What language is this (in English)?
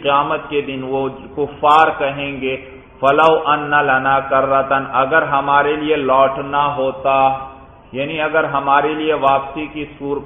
Urdu